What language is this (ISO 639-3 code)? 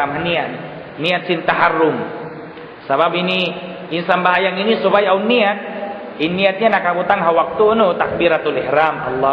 tsg